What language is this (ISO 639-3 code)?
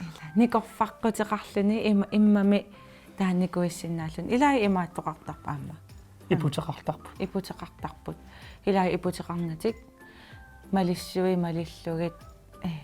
kal